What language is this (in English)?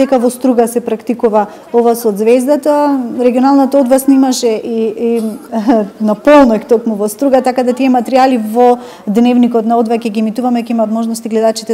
Macedonian